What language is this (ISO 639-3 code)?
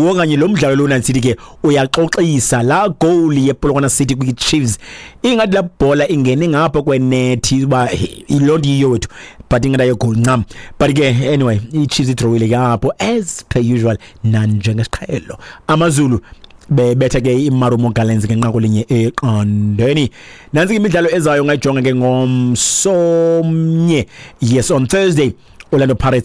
xho